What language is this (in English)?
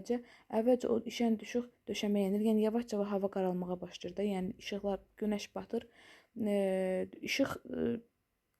Azerbaijani